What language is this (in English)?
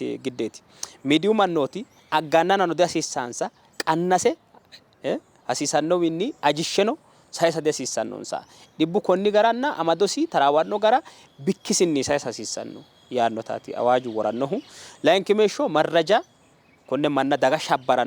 Sidamo